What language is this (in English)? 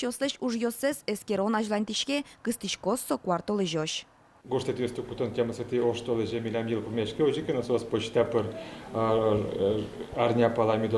Udmurt